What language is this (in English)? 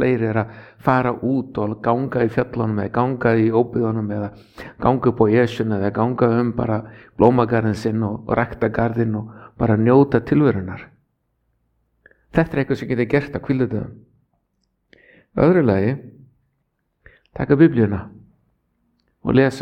Icelandic